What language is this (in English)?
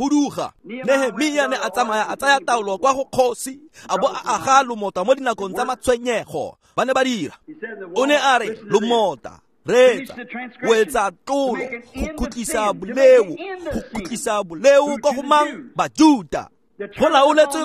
Tswana